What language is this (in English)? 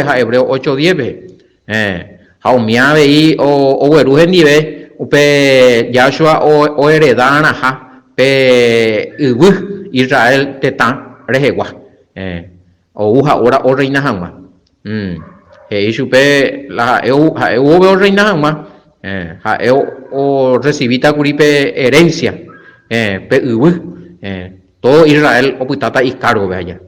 Guarani